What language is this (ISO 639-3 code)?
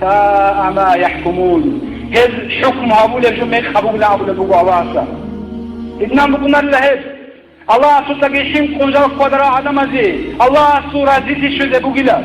ava